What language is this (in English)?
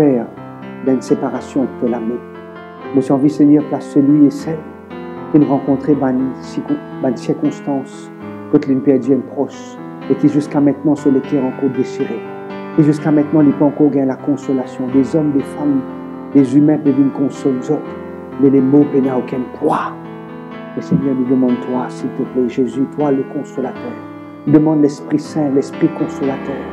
Morisyen